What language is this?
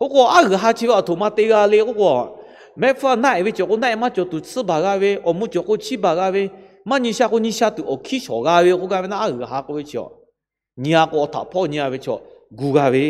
Lahu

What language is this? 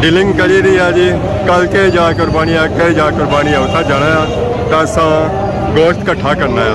Pahari-Potwari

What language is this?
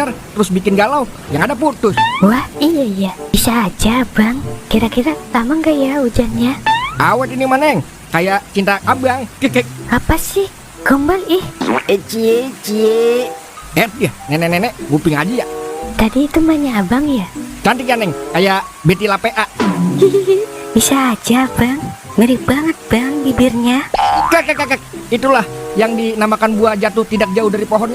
Betawi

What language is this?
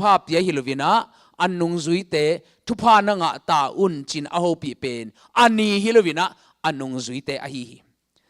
Tedim Chin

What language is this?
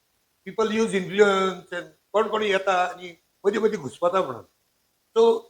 Konkani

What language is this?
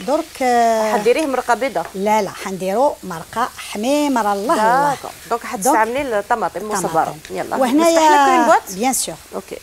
Algerian Arabic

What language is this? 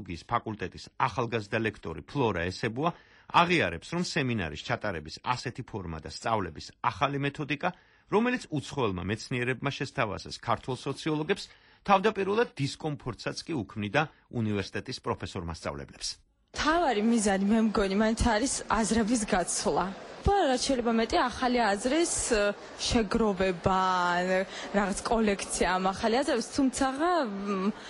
Georgian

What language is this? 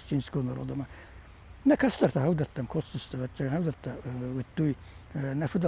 Ossetic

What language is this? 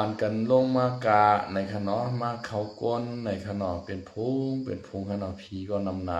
Shan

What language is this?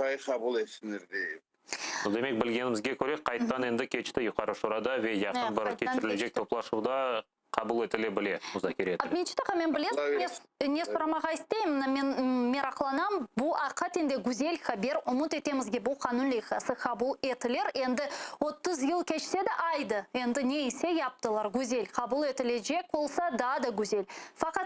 Crimean Tatar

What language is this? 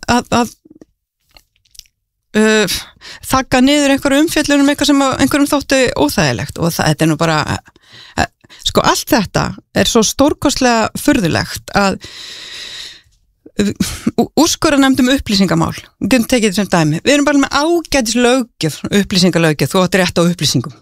Icelandic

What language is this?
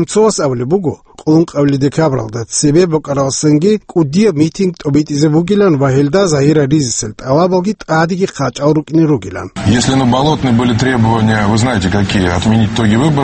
Avaric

